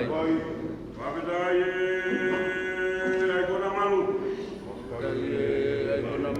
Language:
Tongan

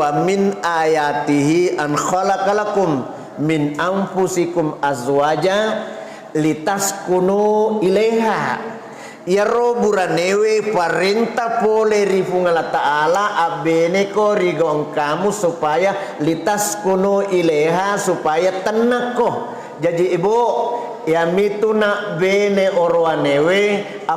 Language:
Buginese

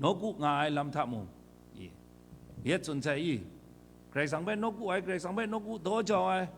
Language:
Kachin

